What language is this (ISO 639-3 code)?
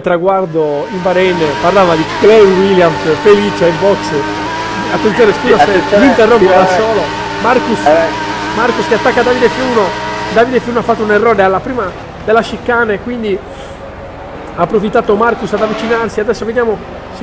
ita